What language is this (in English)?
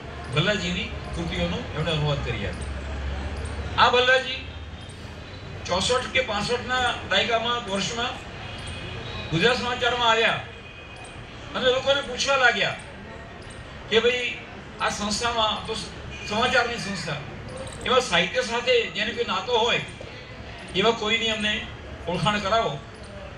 Gujarati